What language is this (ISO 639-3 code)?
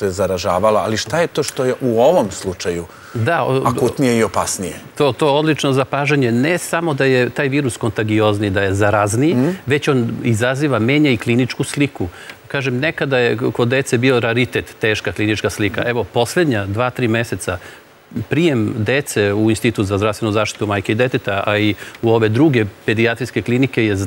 srp